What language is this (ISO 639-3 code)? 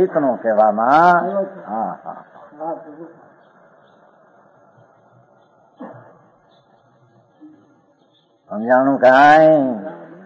guj